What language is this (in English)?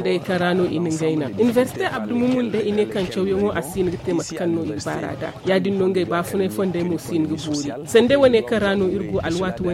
Zarma